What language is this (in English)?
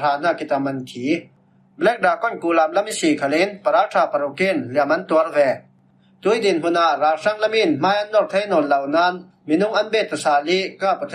Falam Chin